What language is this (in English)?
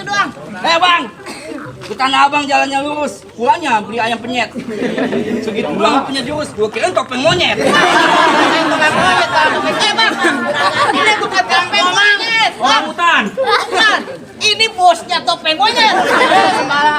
Betawi